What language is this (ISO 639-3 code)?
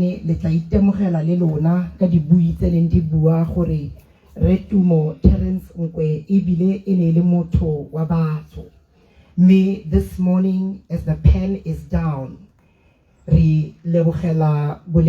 tsn